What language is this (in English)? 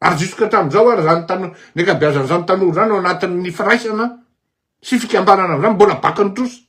Malagasy